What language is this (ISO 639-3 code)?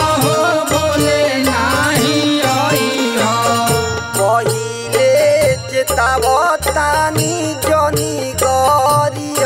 bho